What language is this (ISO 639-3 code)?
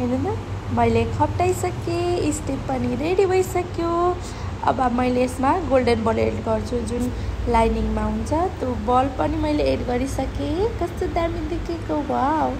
nep